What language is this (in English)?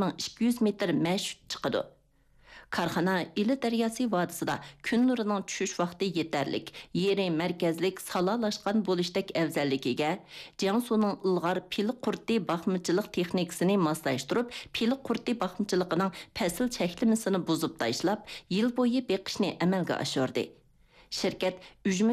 Uyghur